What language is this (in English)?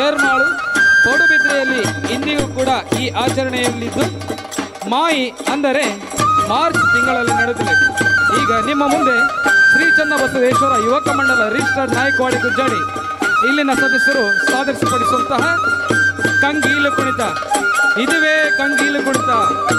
Kannada